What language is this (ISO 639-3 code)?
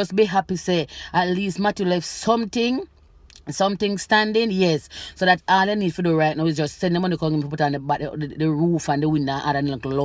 jam